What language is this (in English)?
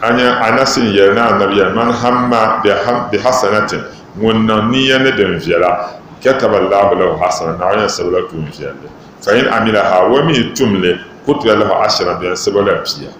Dagbani